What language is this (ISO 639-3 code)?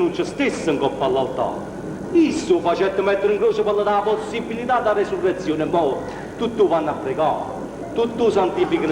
nap